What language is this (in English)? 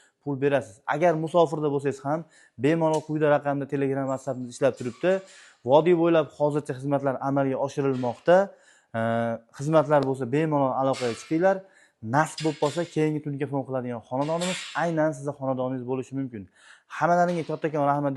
Uzbek